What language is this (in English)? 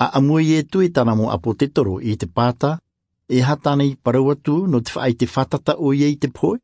Tahitian